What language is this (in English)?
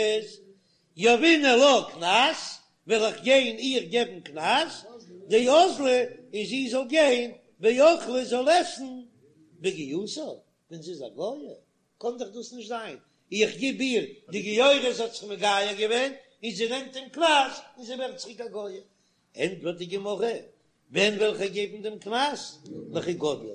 Yiddish